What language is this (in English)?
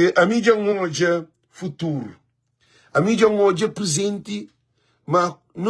Kabuverdianu